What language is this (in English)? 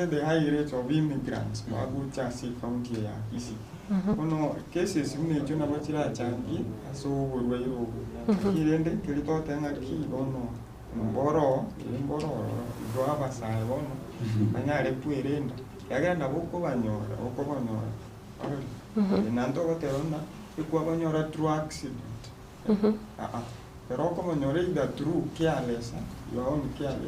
Gusii